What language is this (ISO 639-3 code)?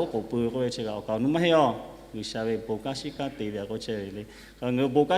lhu